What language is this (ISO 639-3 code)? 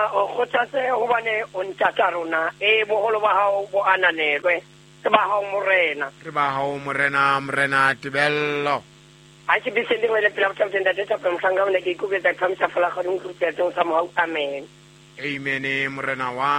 sot